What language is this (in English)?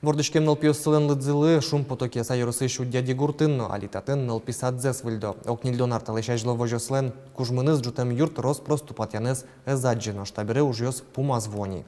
Udmurt